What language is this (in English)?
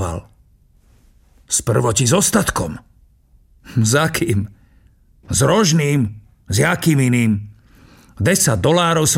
Slovak